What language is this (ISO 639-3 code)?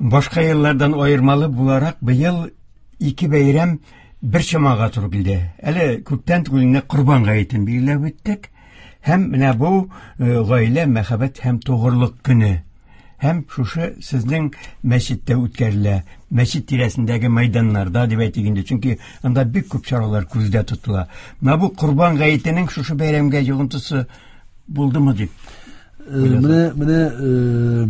tat